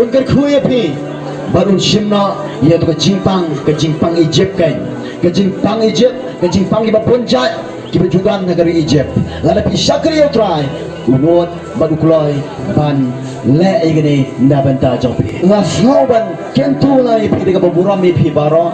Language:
Khasi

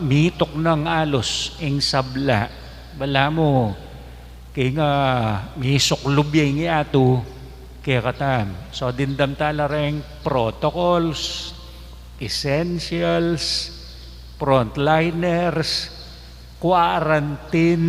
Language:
Pampanga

